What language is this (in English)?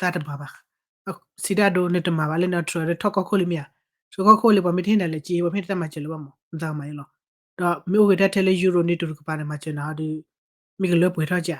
S'gaw Karen